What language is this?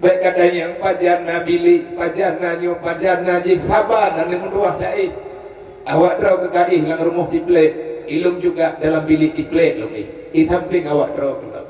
Achinese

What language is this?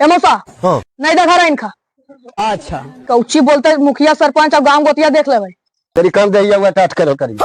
Magahi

